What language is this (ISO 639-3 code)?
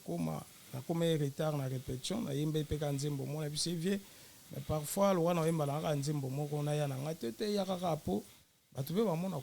lin